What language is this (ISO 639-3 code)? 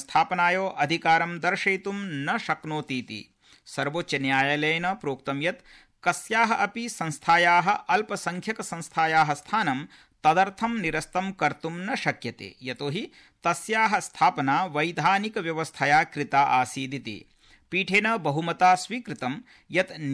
san